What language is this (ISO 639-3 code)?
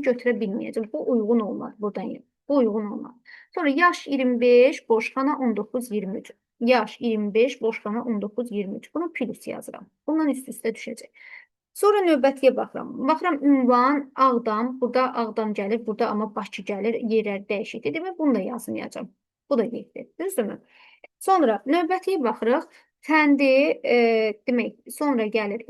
aze